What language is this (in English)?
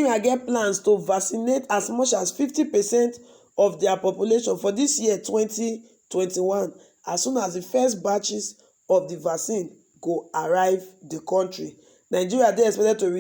Nigerian Pidgin